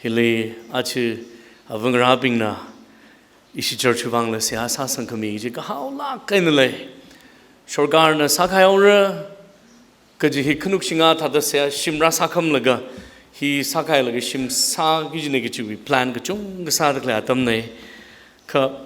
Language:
Tangkhul Naga (India)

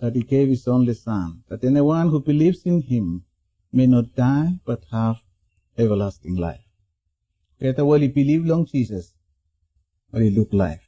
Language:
Bislama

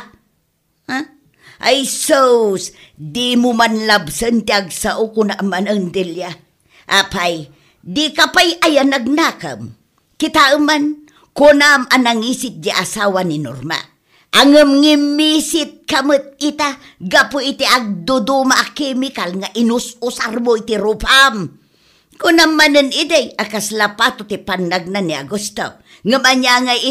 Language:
Iloko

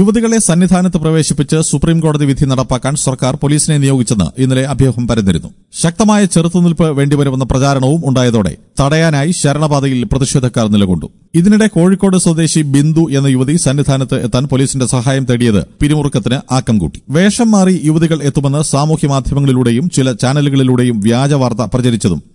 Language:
Malayalam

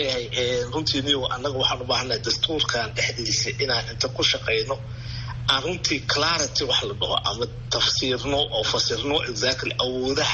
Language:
Somali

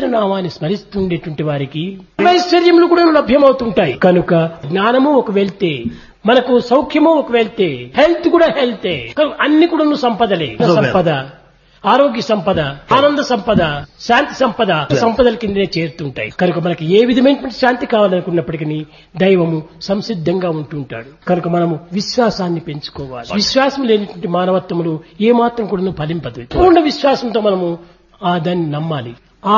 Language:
Telugu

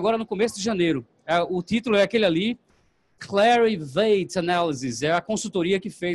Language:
Portuguese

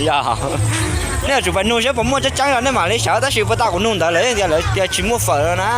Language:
Hmong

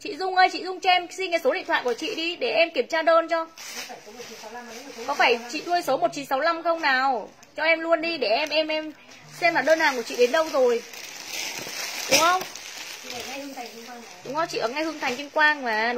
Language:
Vietnamese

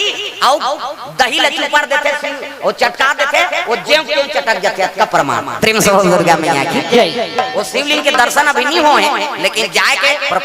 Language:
Chhattisgarhi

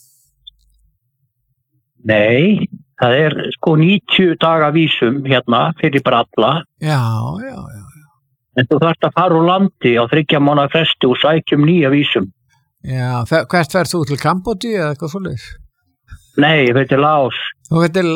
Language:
Icelandic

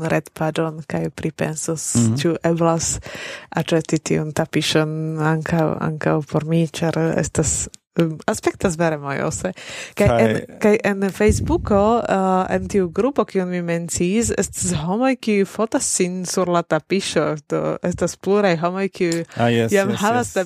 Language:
Esperanto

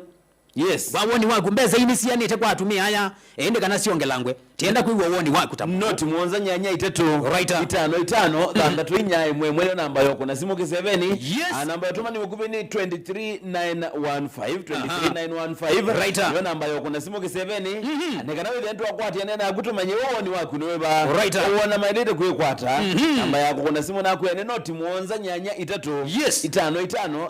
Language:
Kamba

